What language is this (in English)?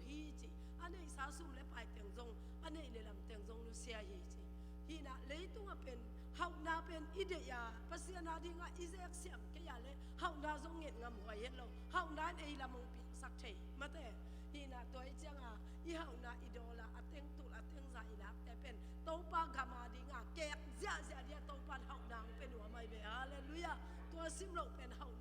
Tedim Chin